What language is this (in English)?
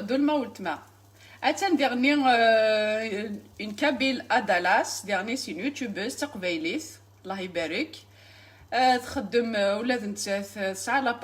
Kabyle